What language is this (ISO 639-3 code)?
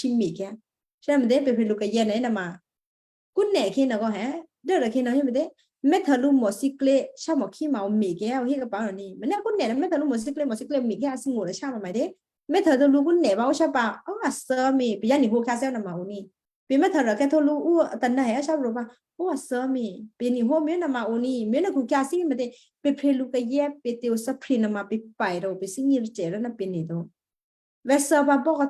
kyu